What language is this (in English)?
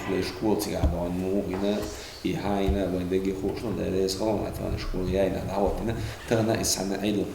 Chechen